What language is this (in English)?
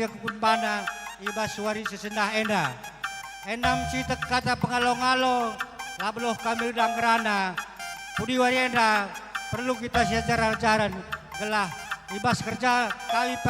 Batak Karo